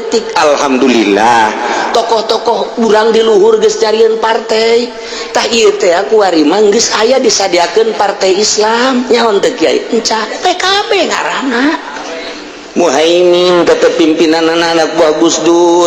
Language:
Sundanese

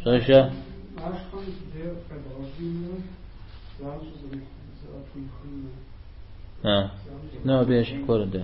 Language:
Kabardian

